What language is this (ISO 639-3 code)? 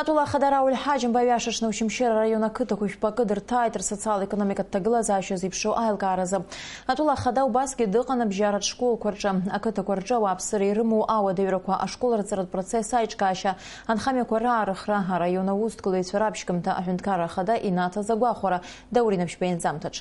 abk